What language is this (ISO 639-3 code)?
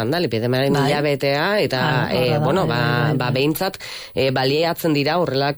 eus